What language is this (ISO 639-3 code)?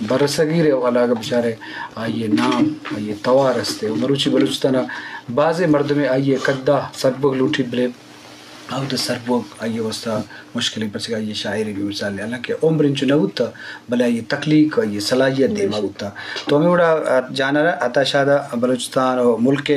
bgp